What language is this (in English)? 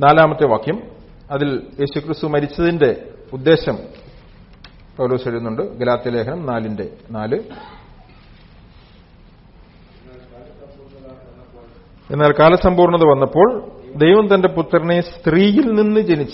Malayalam